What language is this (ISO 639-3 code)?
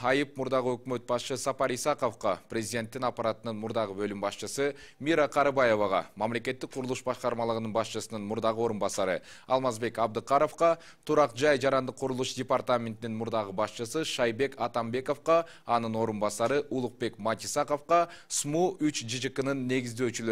kir